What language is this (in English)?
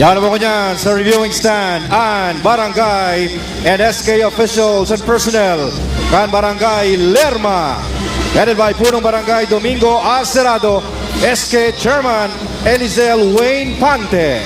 Bikol